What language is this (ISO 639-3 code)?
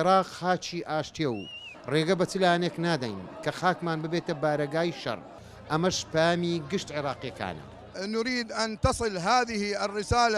ckb